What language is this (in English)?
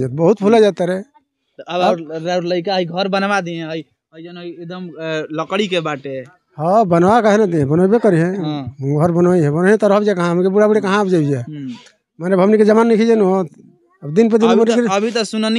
Bhojpuri